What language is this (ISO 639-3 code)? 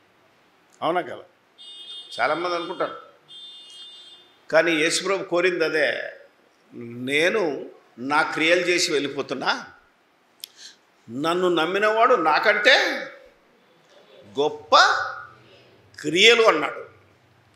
tel